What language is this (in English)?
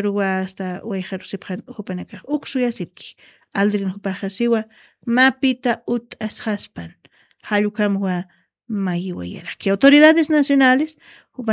Aymara